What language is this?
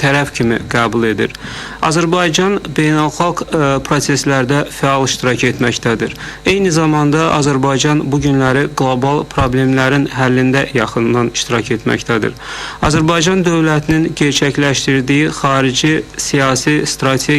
Azerbaijani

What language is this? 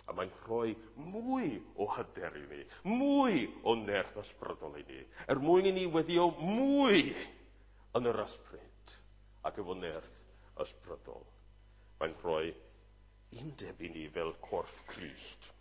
Welsh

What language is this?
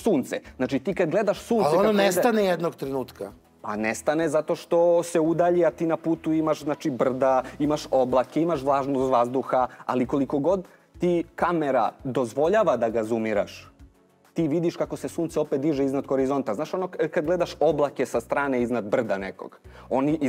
Serbian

